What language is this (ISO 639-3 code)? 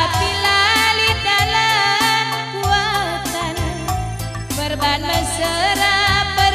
btx